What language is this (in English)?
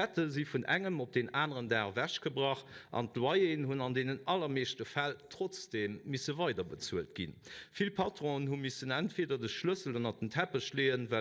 Luxembourgish